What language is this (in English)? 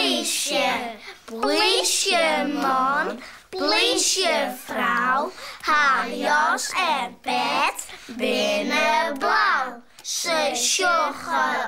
Western Frisian